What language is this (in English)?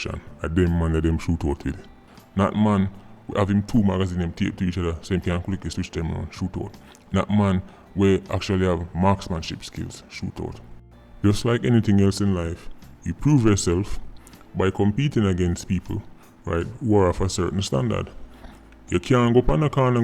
Jamaican Creole English